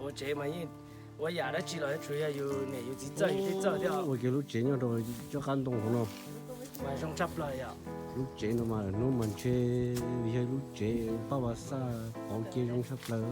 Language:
Hmong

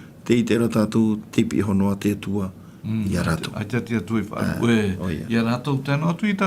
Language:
Tahitian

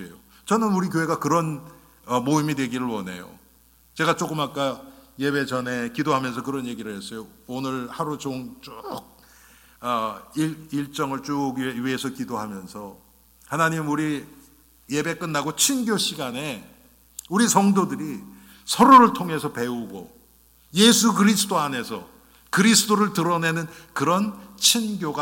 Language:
Korean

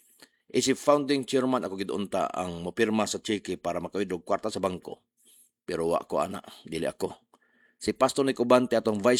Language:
Cebuano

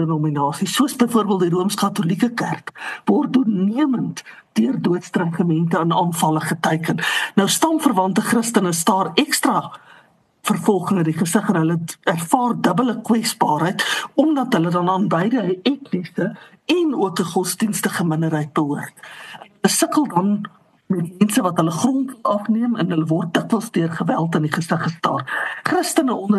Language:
Afrikaans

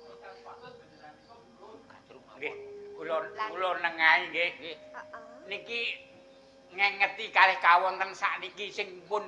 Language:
Javanese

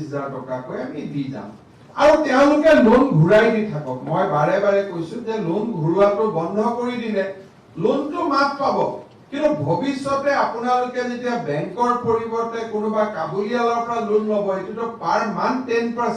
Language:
Assamese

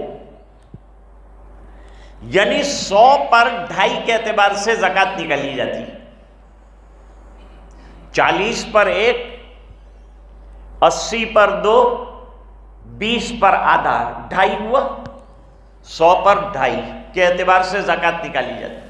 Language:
Urdu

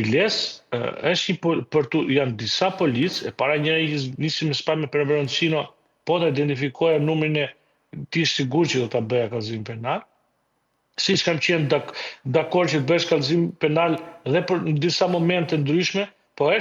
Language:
Albanian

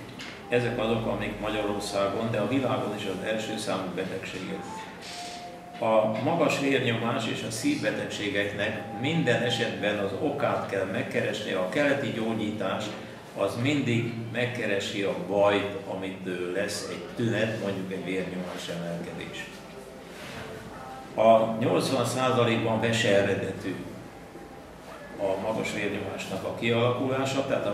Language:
Hungarian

